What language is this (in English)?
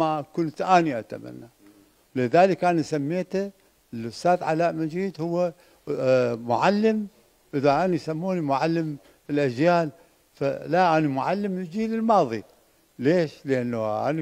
Mesopotamian Arabic